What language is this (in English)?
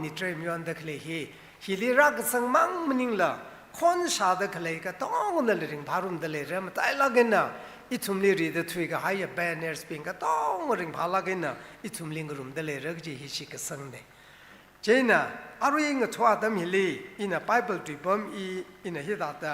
Tangkhul Naga (India)